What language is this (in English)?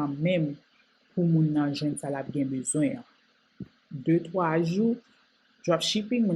Haitian Creole